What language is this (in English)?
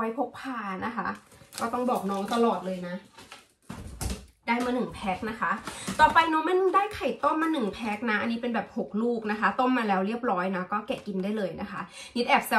Thai